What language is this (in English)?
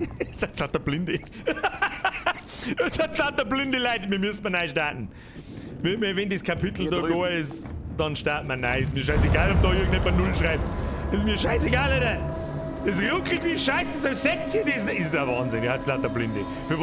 Bavarian